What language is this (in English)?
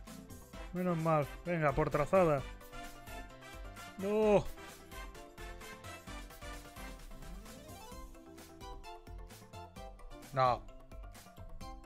Spanish